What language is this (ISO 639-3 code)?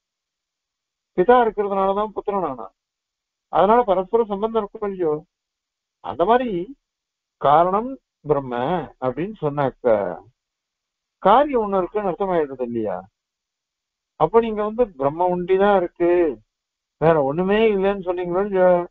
tam